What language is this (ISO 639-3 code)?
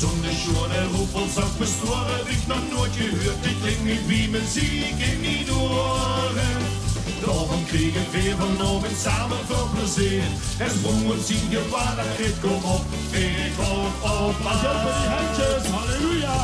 lim